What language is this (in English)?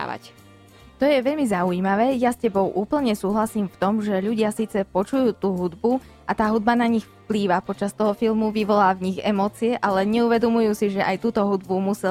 Slovak